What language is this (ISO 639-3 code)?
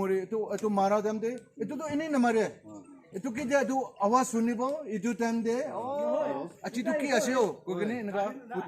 nag